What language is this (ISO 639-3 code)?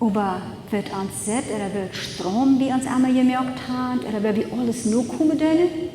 pdt